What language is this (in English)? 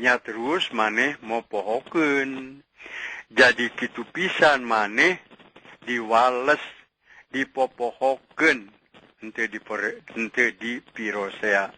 Sundanese